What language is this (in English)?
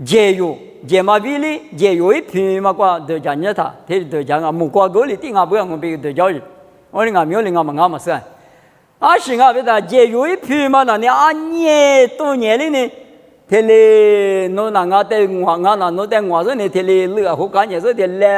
Lisu